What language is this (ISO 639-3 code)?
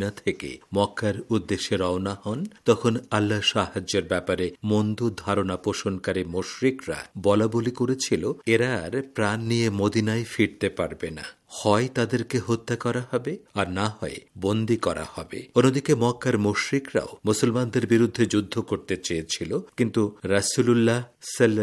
ben